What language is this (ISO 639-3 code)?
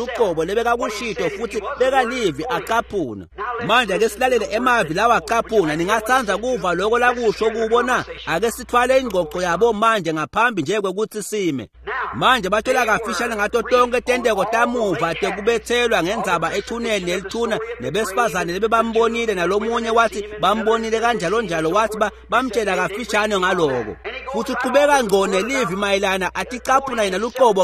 ssw